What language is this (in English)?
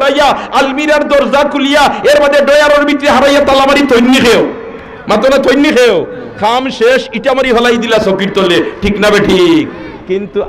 Sylheti